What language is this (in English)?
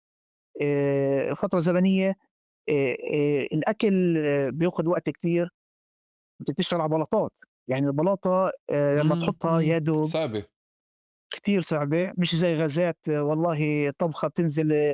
North Levantine Arabic